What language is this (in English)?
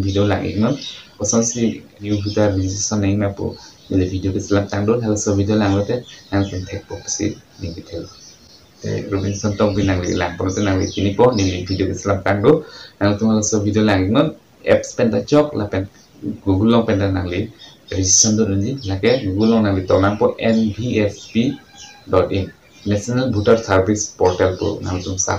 Karbi